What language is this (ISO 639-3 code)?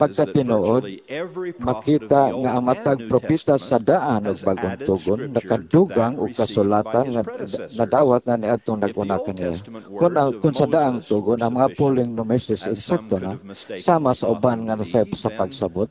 ceb